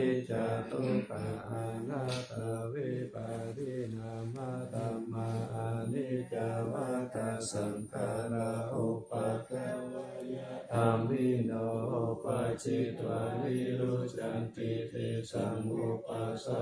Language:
Pali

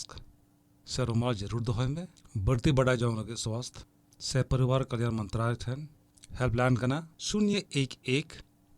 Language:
Santali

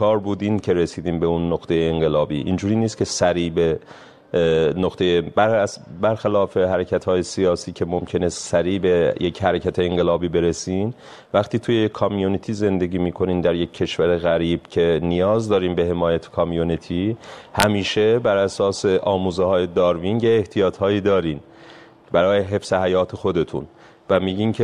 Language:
Persian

